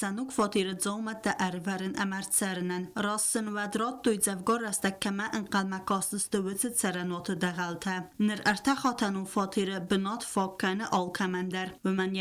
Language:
Ossetic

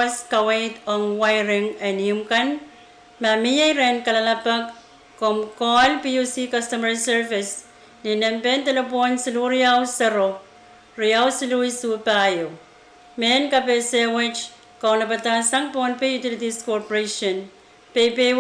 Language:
Pohnpeian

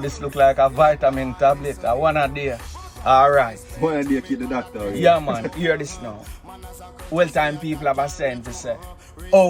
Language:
Jamaican Creole English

